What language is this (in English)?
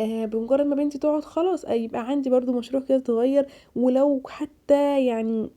Egyptian Arabic